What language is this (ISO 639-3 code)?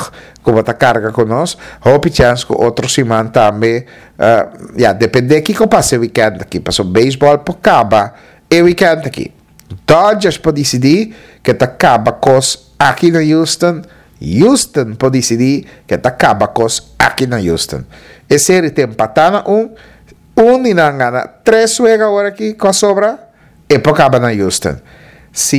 pap